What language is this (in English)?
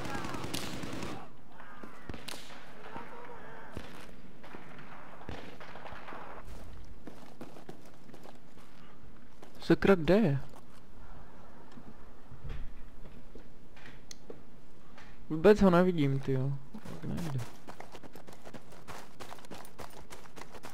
Czech